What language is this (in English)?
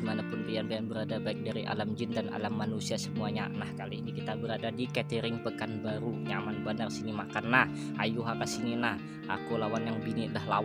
Banjar